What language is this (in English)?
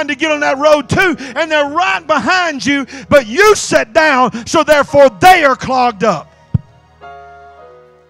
English